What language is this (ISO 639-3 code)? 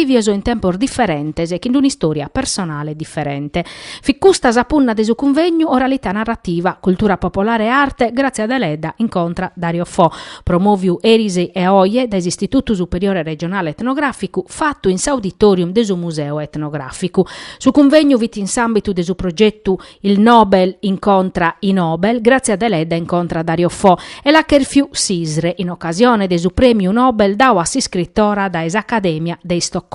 srd